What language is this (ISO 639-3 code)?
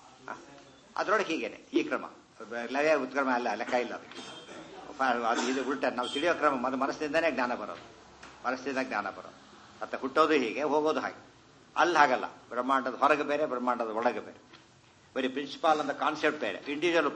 kan